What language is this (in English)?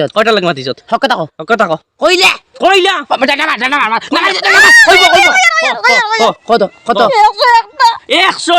Sylheti